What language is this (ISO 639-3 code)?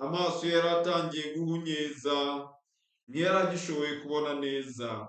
kin